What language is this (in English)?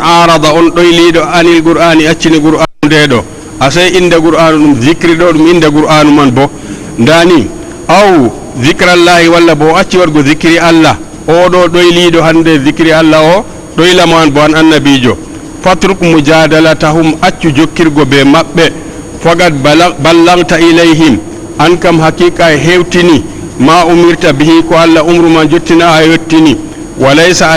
Fula